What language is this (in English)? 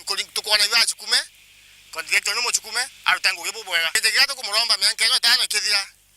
Meru